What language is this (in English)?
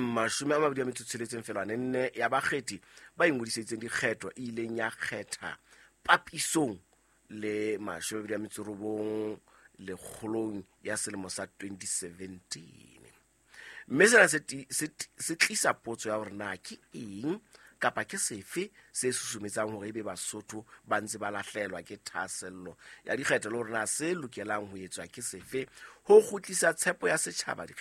Southern Sotho